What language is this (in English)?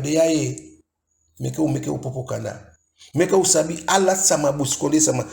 Eastern Maroon Creole